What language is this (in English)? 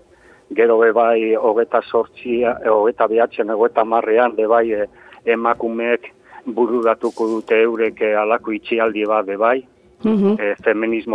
Basque